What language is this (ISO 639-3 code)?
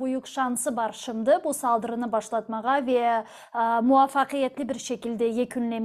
crh